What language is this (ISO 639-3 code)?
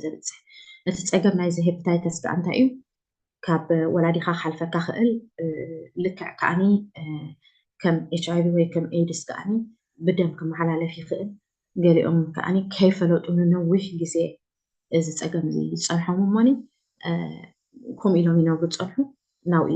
tir